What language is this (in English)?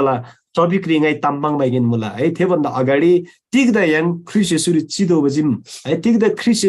Eastern Tamang